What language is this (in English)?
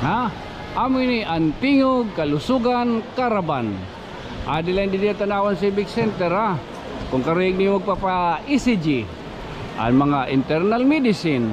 Waray